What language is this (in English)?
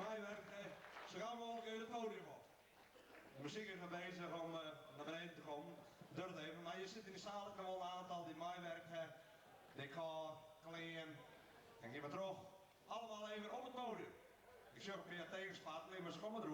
Western Frisian